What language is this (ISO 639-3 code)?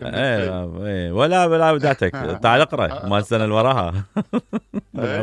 acm